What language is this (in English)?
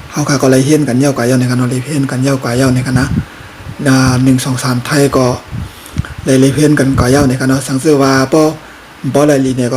Shan